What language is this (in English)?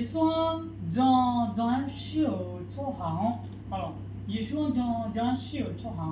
Akha